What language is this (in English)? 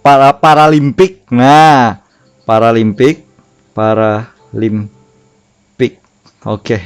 Banjar